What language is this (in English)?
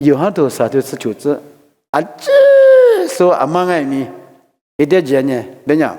Lisu